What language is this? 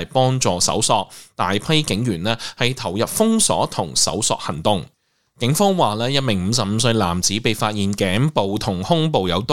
Cantonese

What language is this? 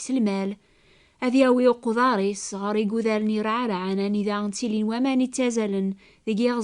Kabyle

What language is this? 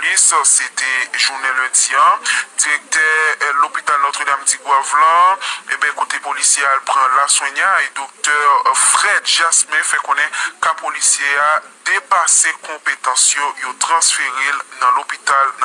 Haitian Creole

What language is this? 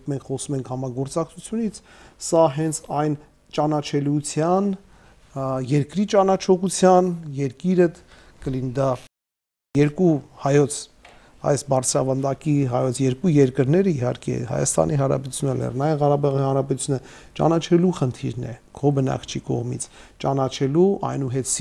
Armenian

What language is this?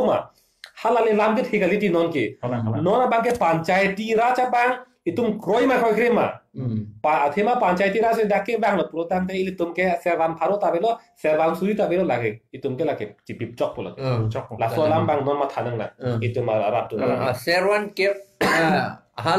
Karbi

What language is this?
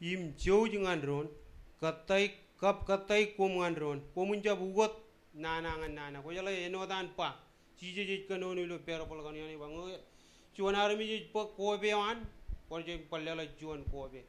Marshallese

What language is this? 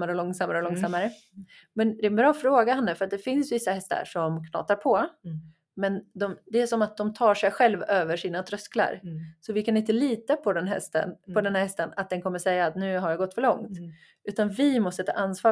Swedish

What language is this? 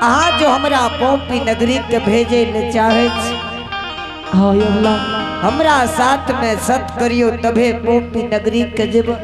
Angika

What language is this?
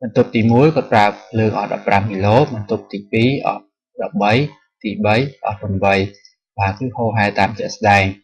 Khmer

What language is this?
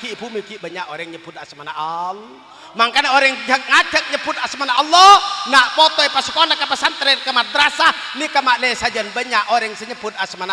Madurese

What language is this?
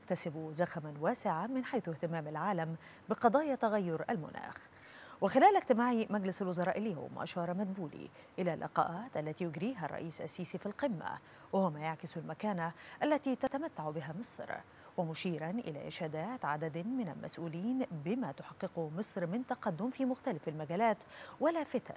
Arabic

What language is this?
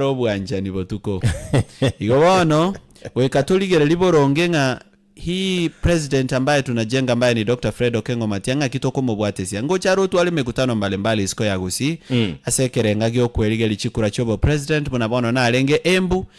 Gusii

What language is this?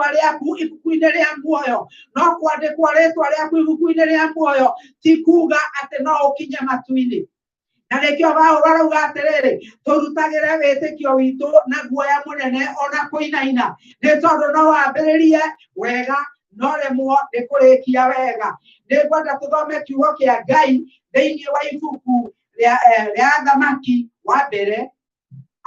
Kikuyu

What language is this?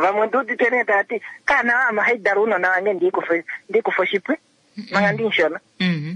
Kuanyama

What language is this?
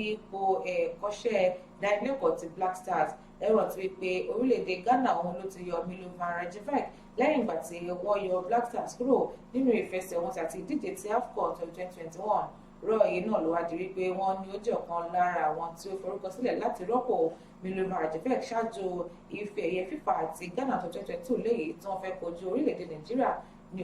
Yoruba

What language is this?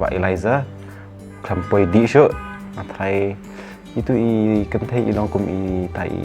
Khasi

